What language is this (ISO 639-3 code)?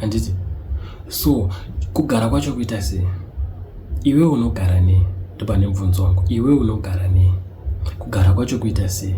sna